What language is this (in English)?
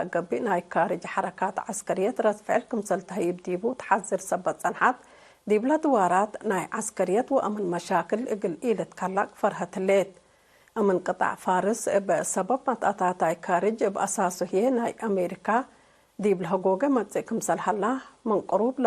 Tigre